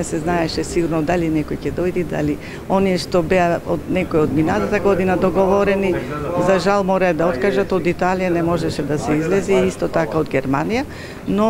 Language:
Macedonian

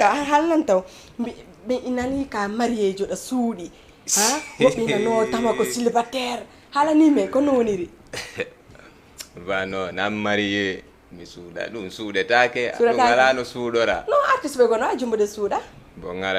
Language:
Fula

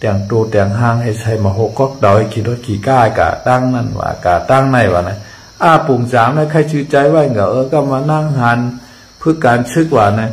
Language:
Shan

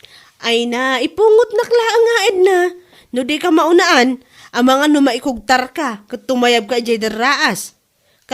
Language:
Iloko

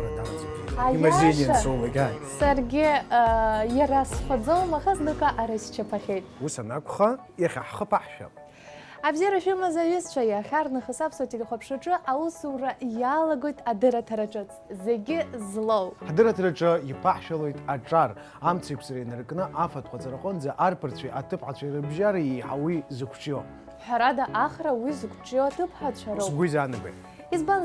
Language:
Abkhazian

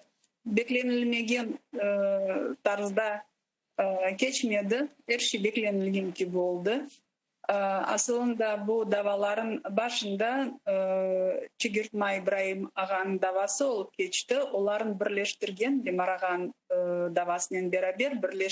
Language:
Crimean Tatar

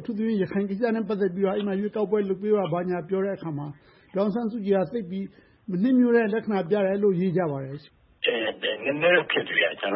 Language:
Burmese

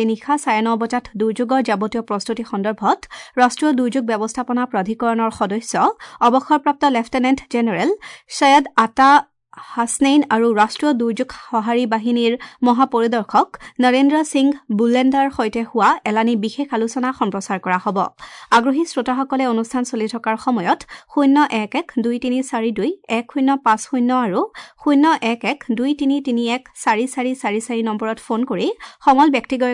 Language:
Assamese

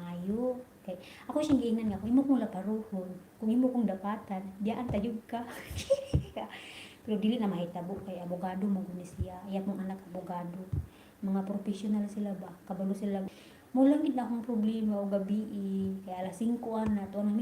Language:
Cebuano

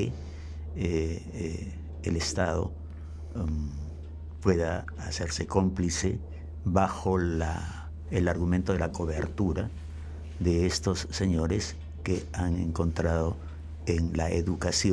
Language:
Spanish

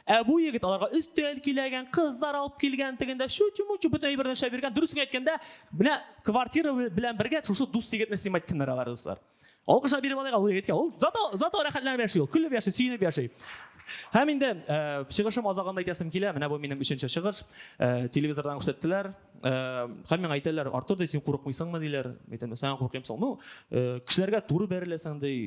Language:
Tatar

